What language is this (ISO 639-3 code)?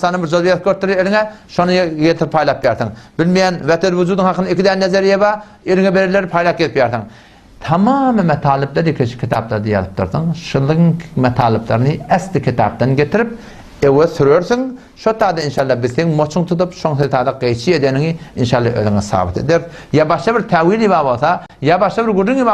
tuk